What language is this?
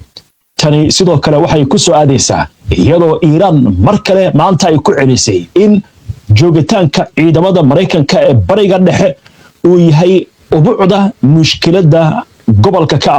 Somali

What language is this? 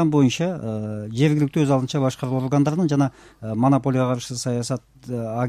Kyrgyz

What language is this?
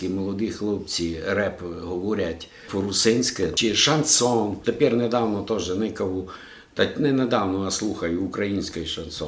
Rusyn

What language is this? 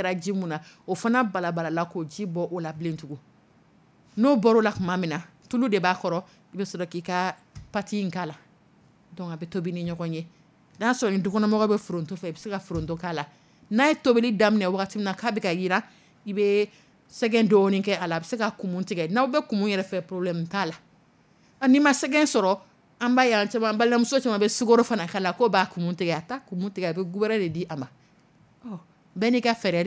Dyula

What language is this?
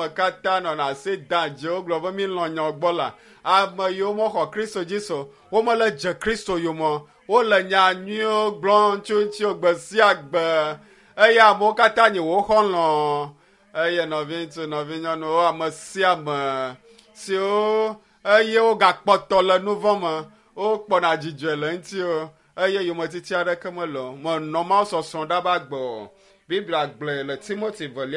Ewe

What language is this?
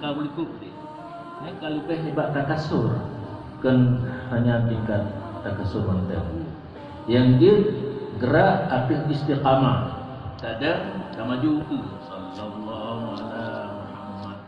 Achinese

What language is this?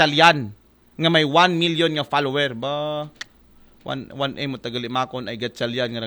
Aklanon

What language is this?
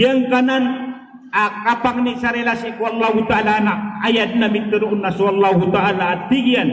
Maranao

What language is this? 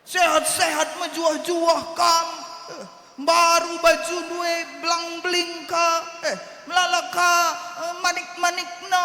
Batak Karo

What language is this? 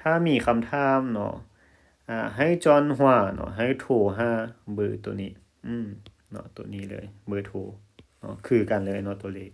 Lao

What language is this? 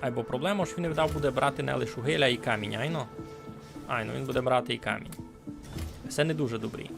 Rusyn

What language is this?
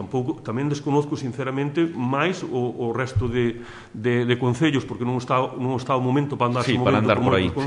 Galician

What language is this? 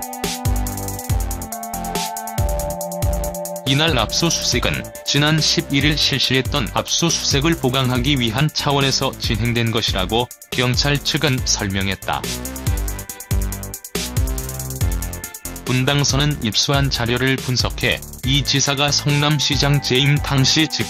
Korean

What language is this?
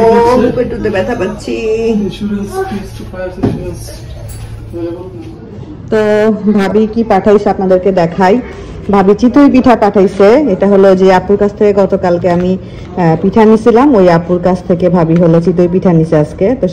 Bangla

